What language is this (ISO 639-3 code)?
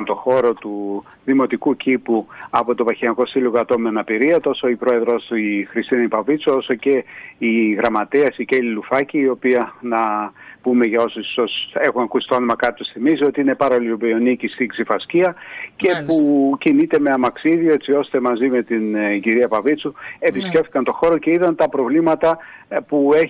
ell